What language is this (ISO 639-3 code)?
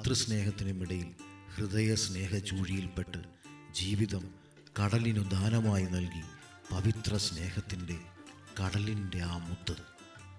mal